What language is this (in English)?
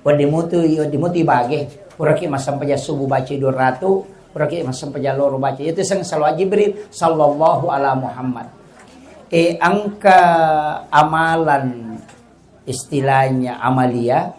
Buginese